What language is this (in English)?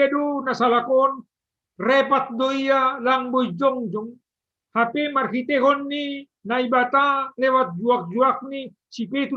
Batak Simalungun